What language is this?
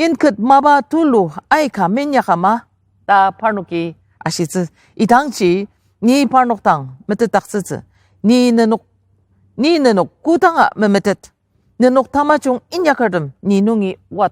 Ao Naga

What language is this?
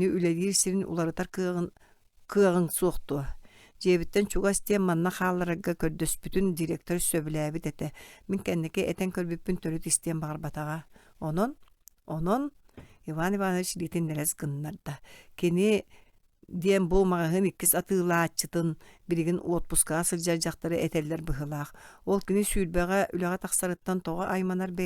Yakut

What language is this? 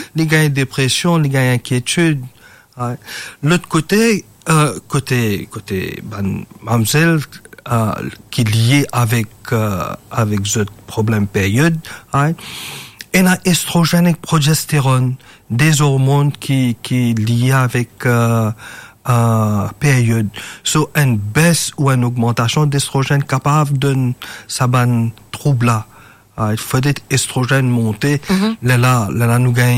Morisyen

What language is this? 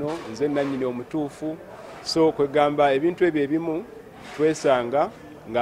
Ganda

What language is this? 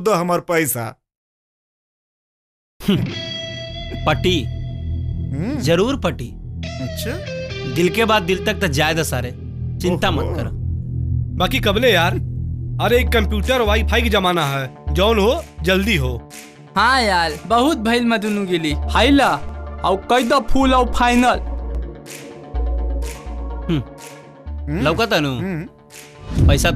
Bhojpuri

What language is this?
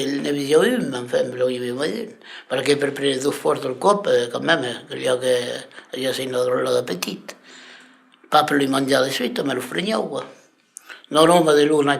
Occitan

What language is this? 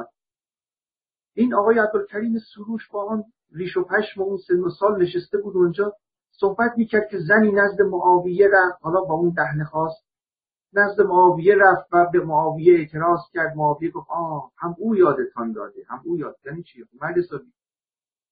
Persian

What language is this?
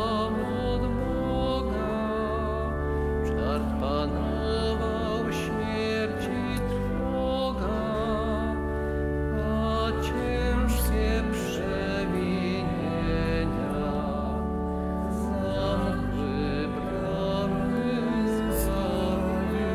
Polish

